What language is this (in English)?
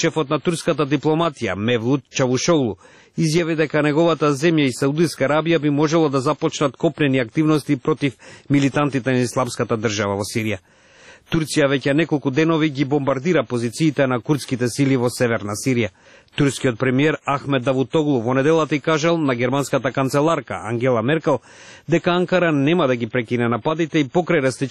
Macedonian